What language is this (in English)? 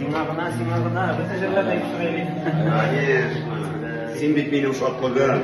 Bashkir